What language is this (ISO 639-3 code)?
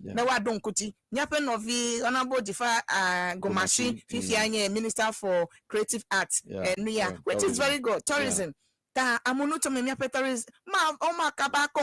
ewe